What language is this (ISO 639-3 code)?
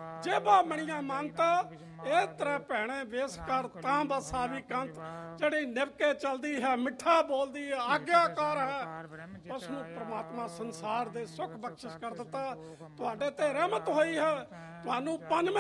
pan